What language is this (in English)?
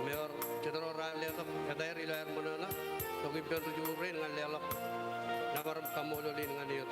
Marshallese